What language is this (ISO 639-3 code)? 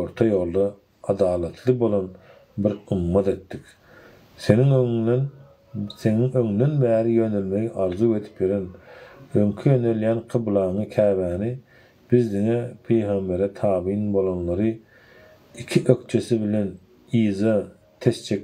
tuk